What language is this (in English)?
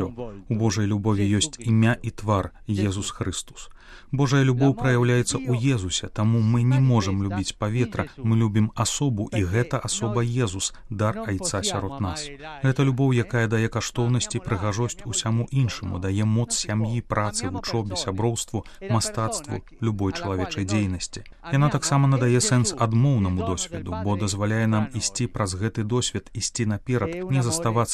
Belarusian